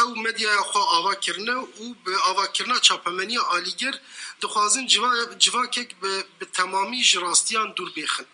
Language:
Kurdish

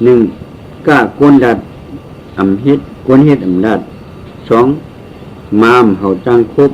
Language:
Shan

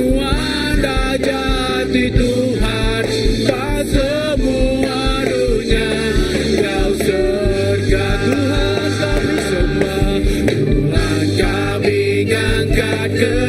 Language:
Iban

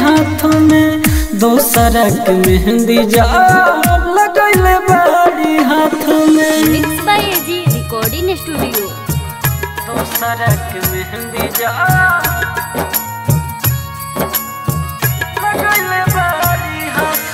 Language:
Bhojpuri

